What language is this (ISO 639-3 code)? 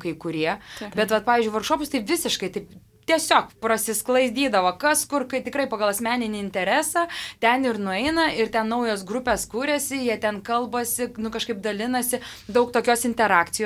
lit